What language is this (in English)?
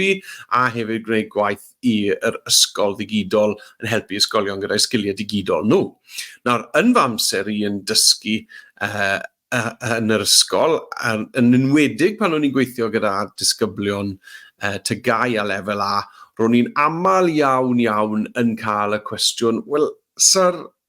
Welsh